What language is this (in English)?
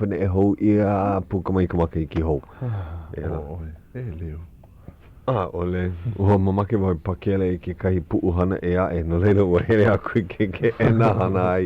Hawaiian